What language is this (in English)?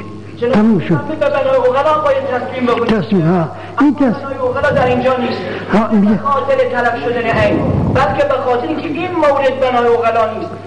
Persian